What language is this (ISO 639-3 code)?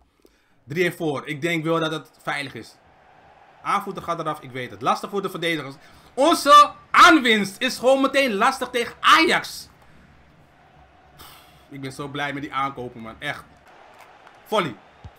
nld